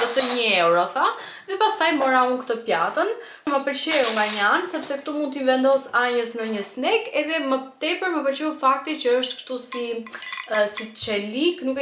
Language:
Albanian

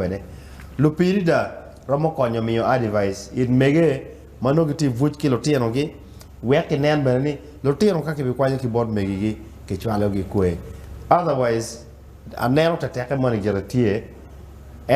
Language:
Acoli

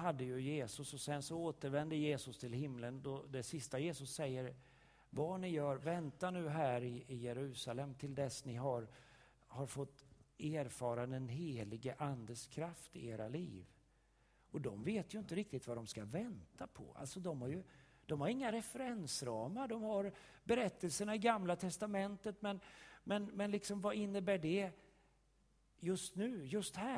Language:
Swedish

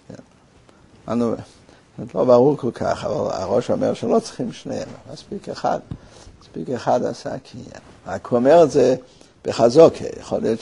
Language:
Hebrew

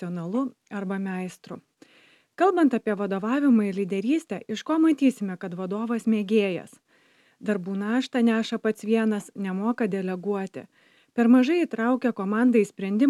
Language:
Lithuanian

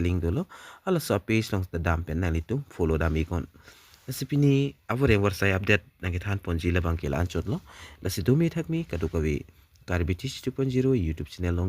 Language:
Karbi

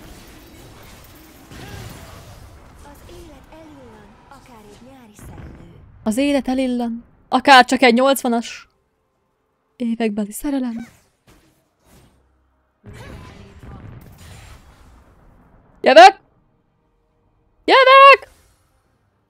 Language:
Hungarian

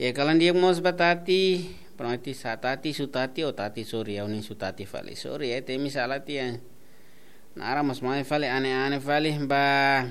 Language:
Tetum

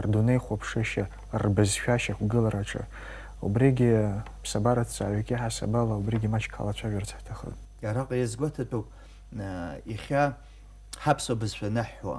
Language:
Abkhazian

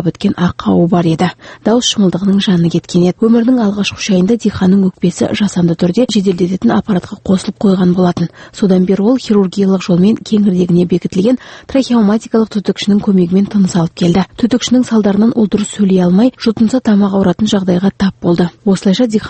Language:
Kazakh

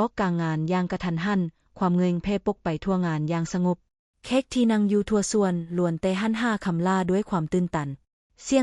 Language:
Lao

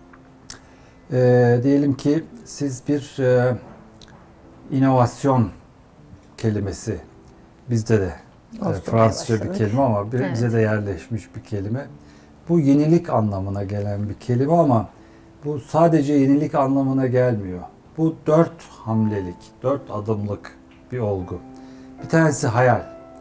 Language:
Turkish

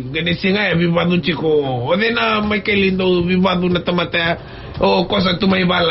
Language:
Fijian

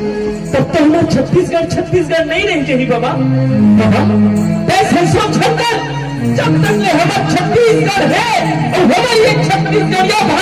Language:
Chhattisgarhi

